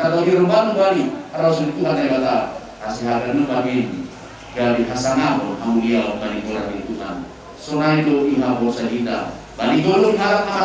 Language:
Batak Simalungun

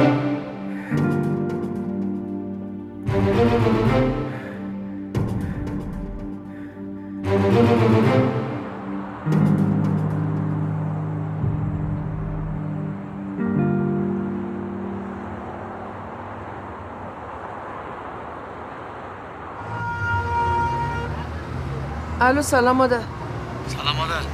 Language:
Persian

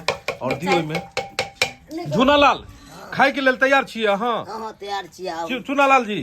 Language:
Maithili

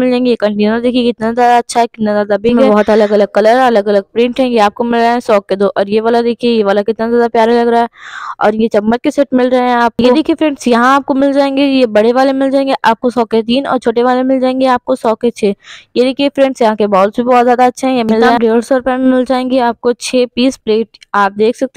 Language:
Hindi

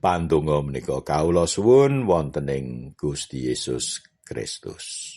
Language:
Javanese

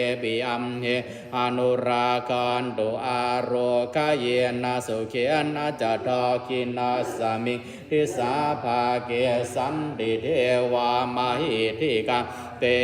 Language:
Pali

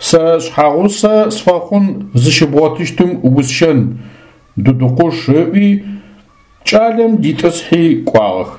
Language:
Adyghe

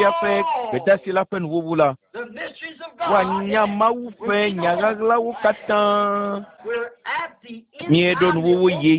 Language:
Ewe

